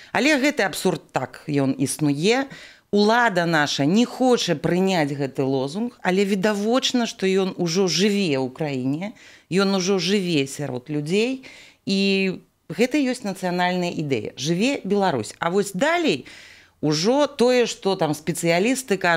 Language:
Belarusian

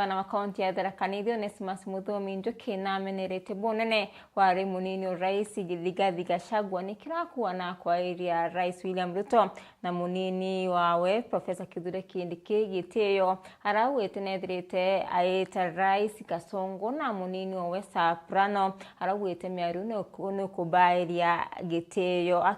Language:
Meru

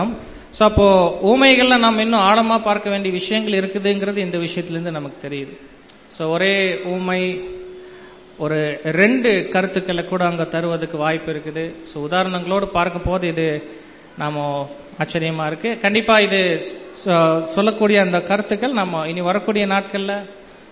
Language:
Tamil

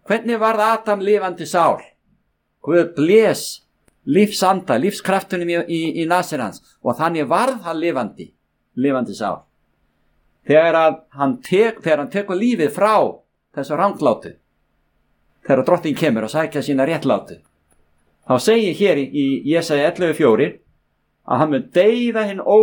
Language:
Icelandic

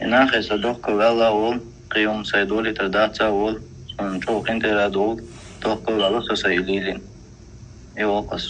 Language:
Chechen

